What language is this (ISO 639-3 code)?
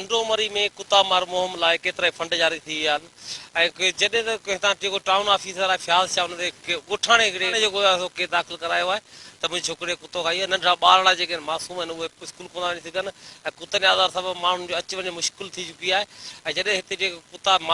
snd